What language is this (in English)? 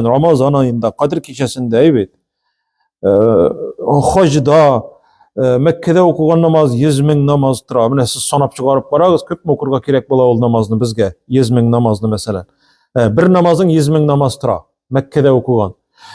Tatar